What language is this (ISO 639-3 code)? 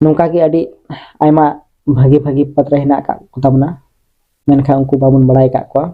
sat